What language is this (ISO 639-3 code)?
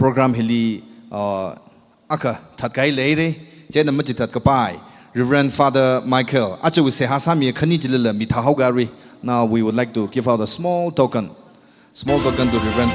nmf